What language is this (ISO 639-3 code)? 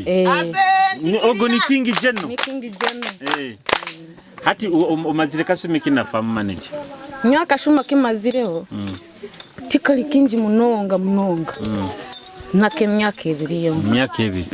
nyo